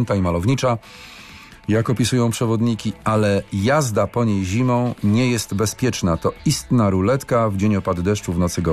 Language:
Polish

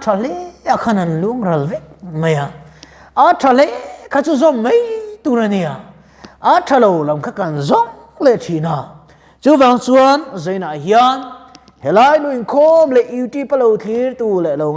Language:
Mizo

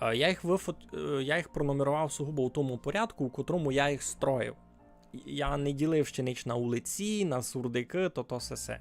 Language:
Rusyn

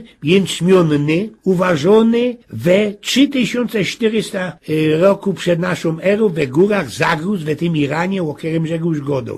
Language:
Silesian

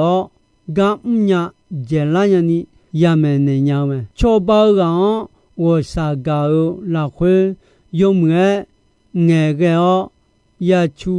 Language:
Akha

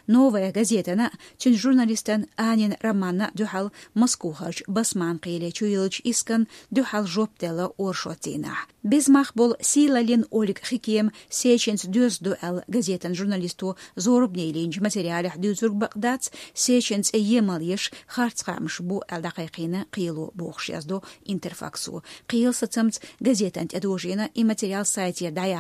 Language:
Chechen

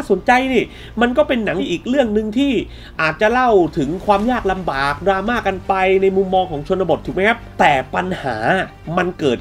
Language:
Thai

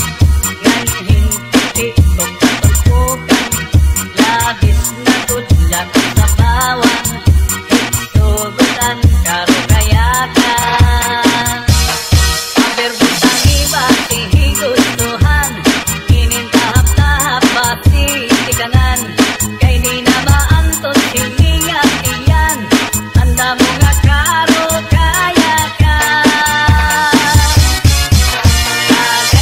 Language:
Waray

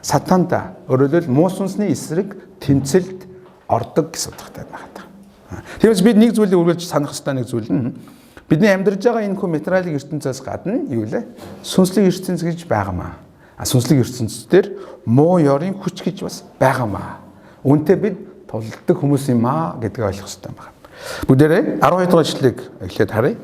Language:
Mongolian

